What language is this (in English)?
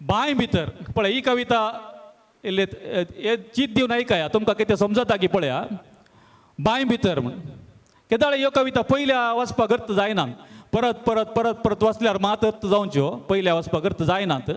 Konkani